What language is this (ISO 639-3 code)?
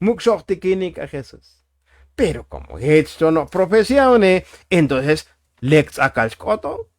tzo